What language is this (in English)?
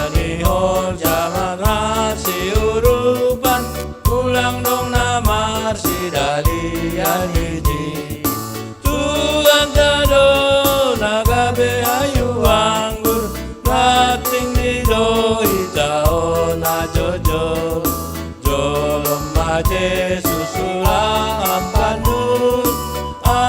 Batak Simalungun